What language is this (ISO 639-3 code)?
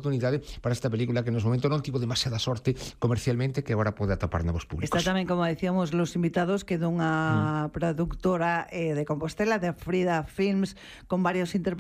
glg